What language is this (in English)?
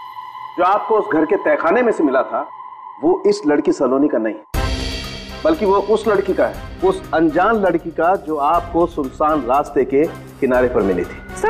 Hindi